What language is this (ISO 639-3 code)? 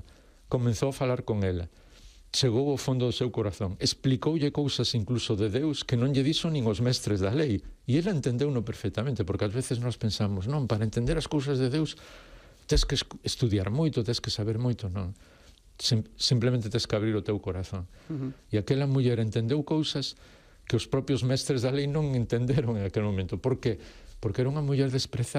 glg